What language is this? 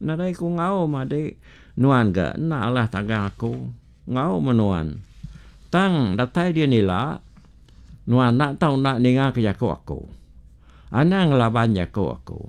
Iban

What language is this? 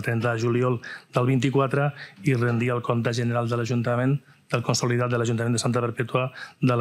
Catalan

